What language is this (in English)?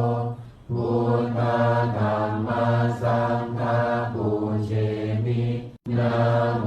Pali